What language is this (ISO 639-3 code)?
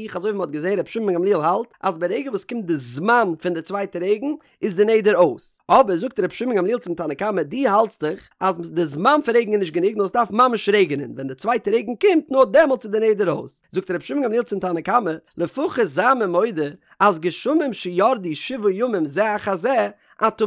yid